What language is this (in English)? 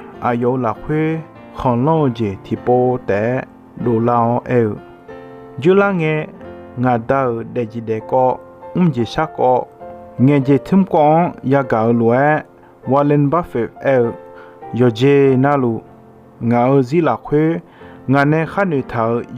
Akha